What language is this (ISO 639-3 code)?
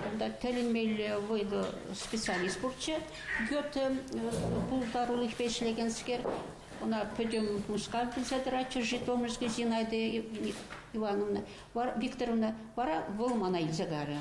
chv